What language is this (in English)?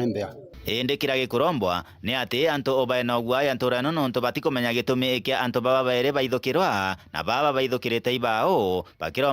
Meru